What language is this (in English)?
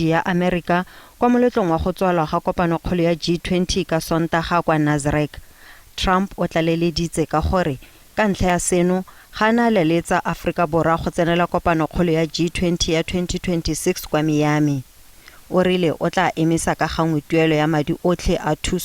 Tswana